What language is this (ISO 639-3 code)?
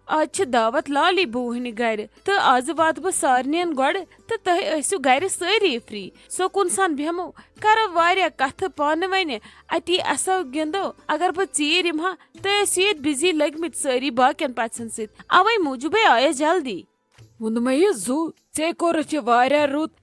kas